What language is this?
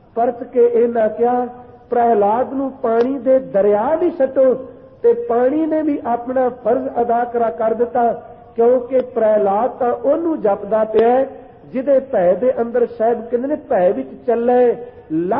Punjabi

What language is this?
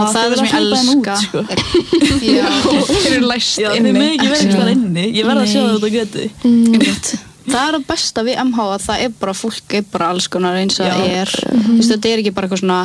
Icelandic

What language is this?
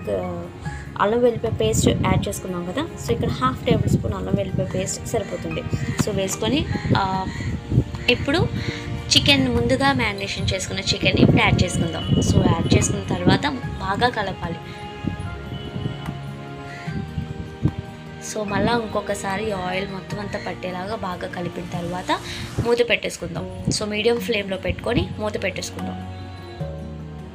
Telugu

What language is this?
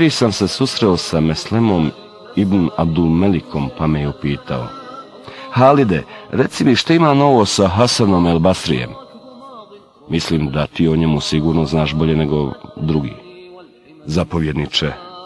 Bosnian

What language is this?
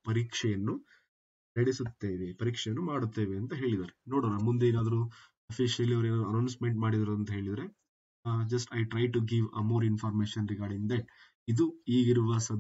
Kannada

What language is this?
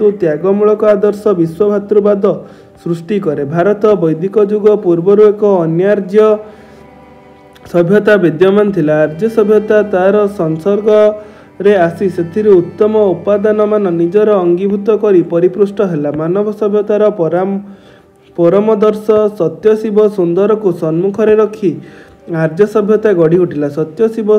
Odia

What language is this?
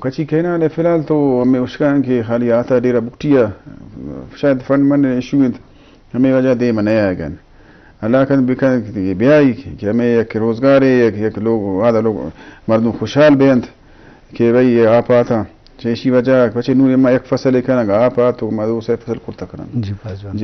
Eastern Balochi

